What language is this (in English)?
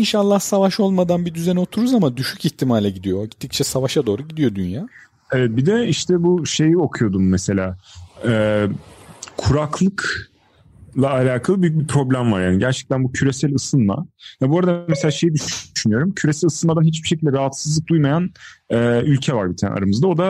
Turkish